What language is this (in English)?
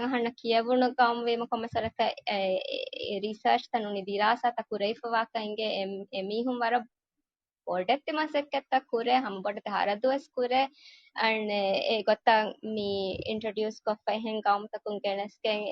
Divehi